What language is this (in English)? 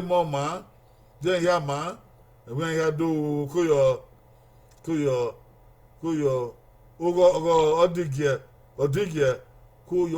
Bini